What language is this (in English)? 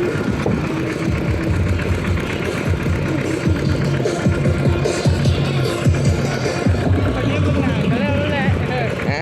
Lao